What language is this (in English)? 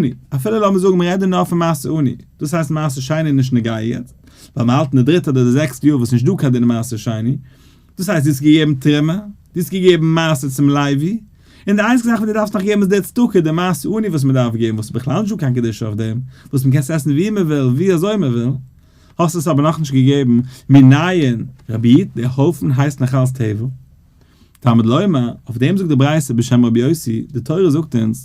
Yiddish